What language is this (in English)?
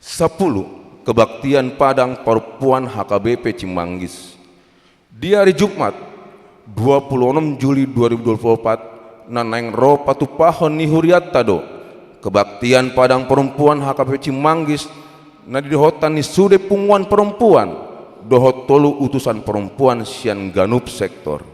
Batak Toba